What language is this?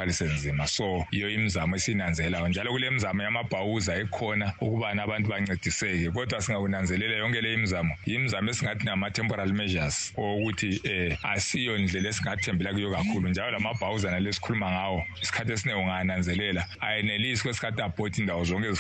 North Ndebele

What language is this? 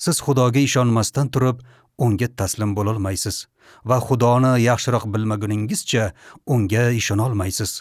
Uzbek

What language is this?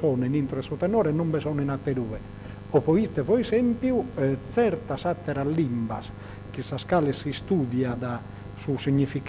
Sardinian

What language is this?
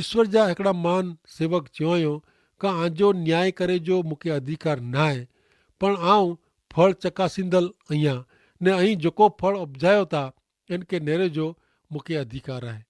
Kachhi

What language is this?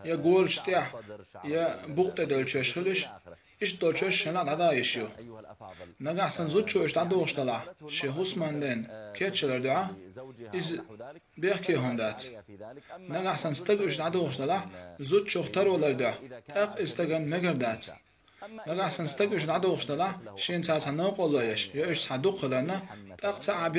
Chechen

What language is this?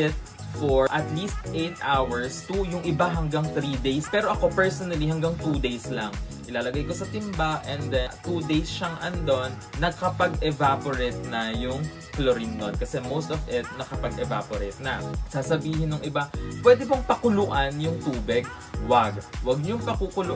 Filipino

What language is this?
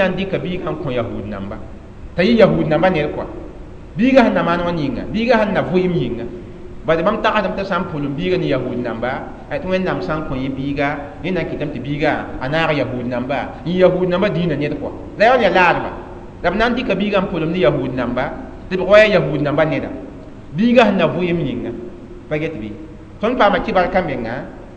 Mossi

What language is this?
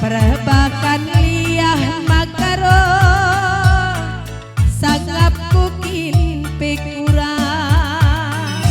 Batak Karo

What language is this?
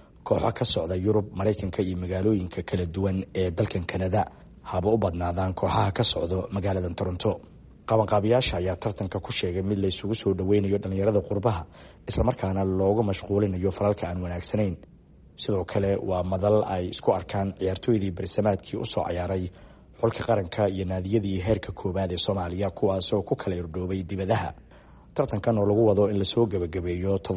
Somali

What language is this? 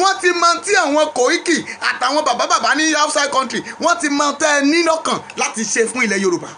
Yoruba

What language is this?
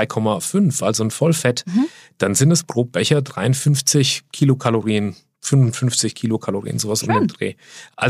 German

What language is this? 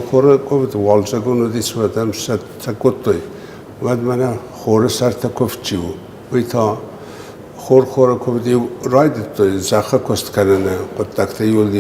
Ossetic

